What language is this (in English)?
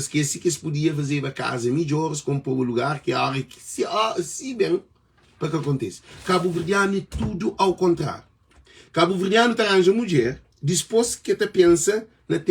Kabuverdianu